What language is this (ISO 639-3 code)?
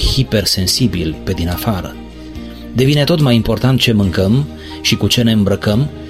ron